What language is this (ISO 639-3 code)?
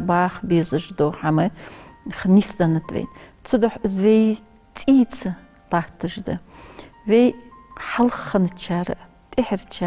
inh